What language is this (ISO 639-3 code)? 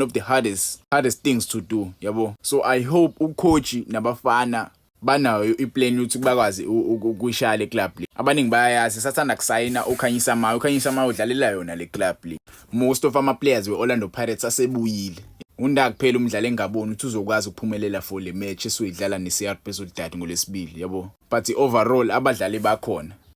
zul